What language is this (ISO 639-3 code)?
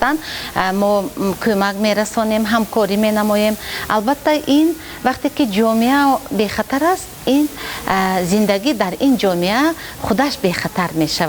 tgk